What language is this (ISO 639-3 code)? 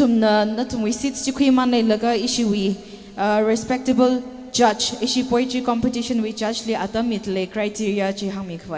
nmf